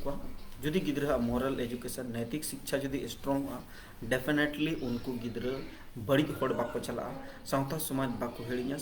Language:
Santali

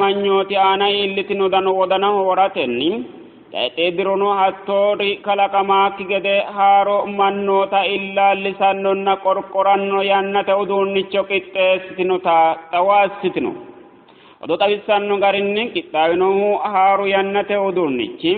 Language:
Sidamo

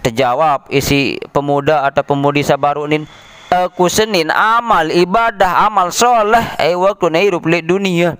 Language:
Sasak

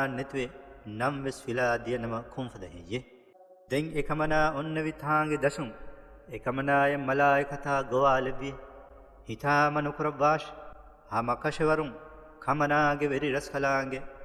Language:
Divehi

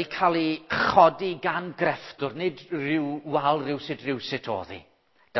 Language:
Welsh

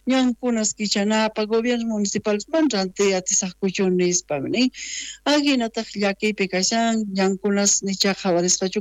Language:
South Bolivian Quechua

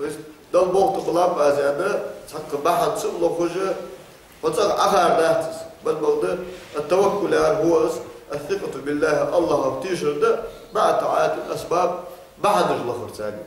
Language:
Ingush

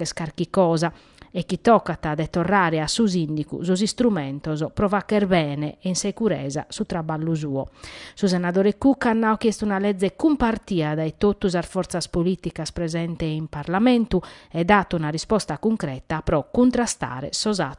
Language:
Sardinian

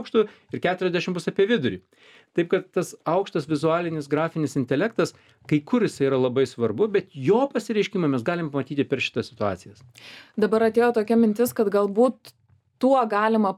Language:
Lithuanian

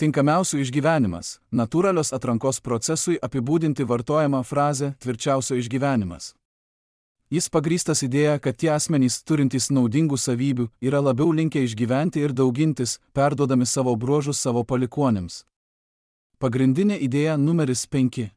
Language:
Lithuanian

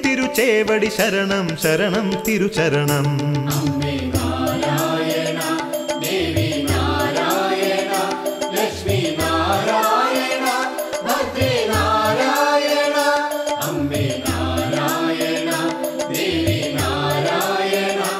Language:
Malayalam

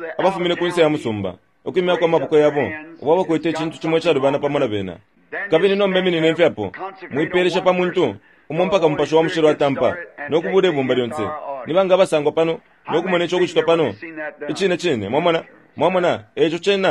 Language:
Bemba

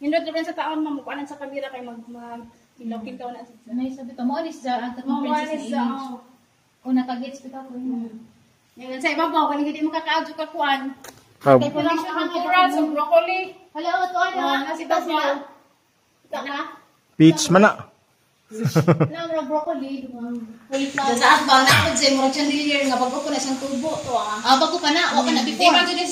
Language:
Cebuano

